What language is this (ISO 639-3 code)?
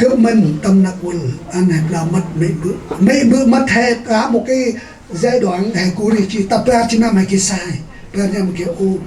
cmo